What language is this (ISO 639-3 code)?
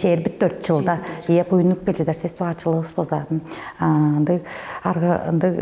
tyv